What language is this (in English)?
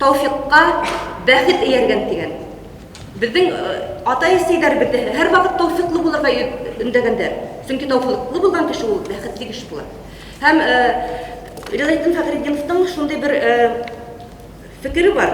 Bashkir